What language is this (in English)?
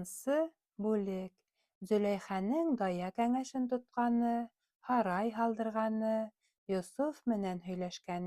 Bashkir